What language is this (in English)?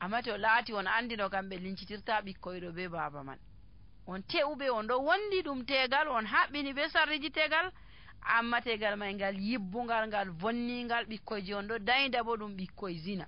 Nigerian Fulfulde